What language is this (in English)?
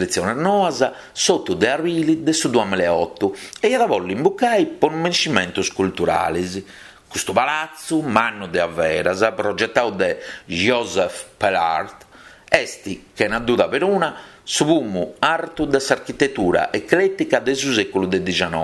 Sardinian